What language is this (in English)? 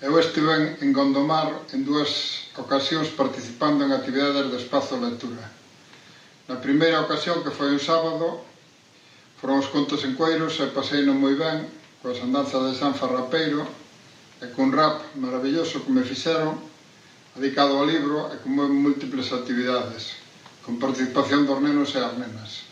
Galician